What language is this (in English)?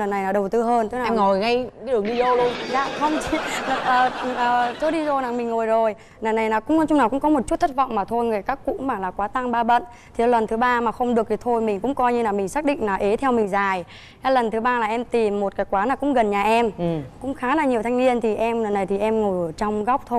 Vietnamese